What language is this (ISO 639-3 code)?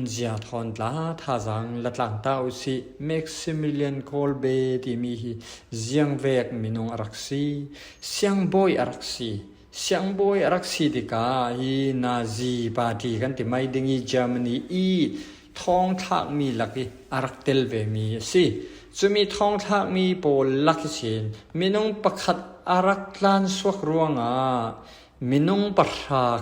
cfm